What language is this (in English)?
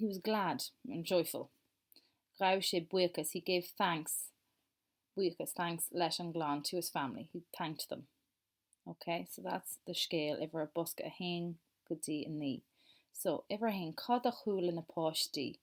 Irish